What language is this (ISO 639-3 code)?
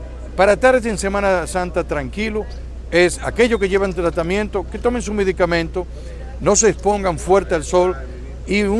spa